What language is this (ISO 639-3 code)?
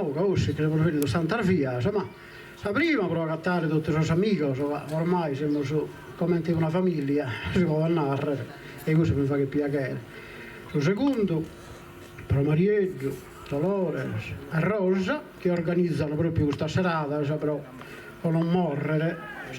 srd